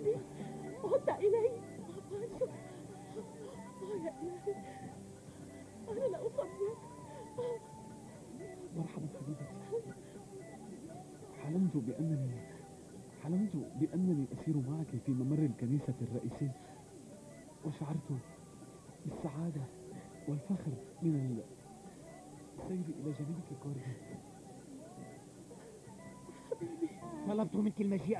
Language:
Arabic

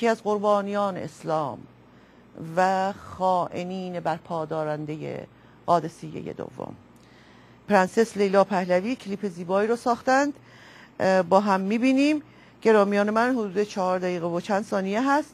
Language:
Persian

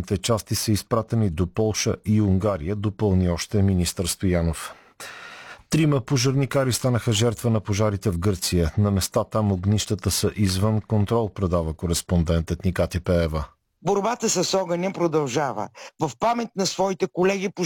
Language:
Bulgarian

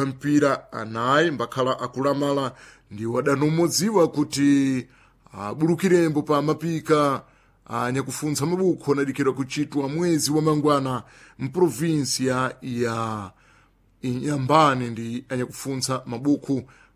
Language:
Sena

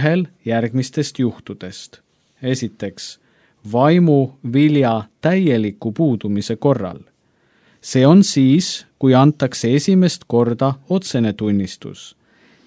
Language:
Estonian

